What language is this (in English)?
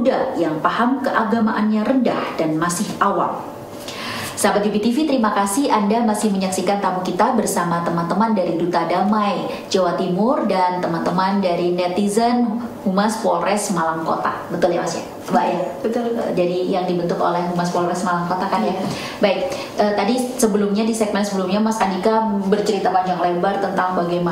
Indonesian